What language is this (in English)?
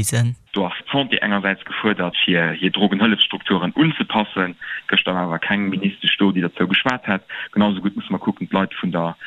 Luxembourgish